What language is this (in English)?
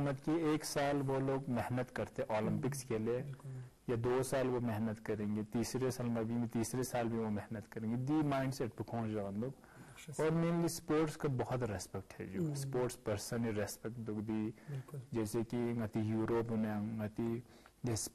Urdu